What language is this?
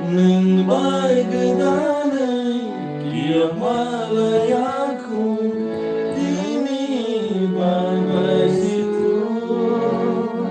Kok Borok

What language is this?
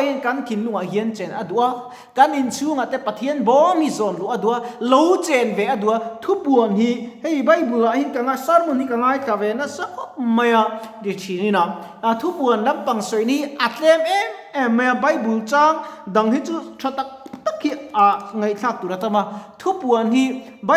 Mizo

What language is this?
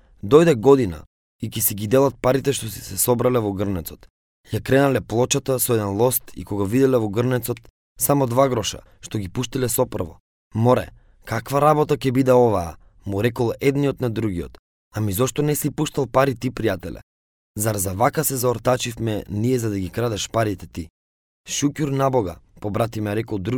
Macedonian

